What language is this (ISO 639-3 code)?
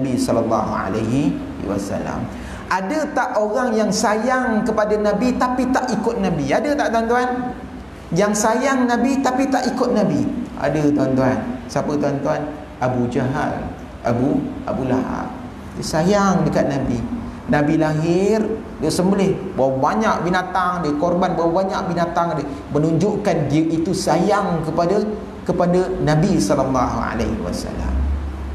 msa